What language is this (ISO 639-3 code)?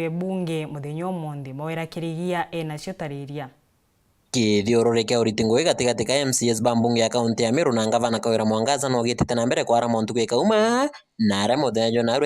mer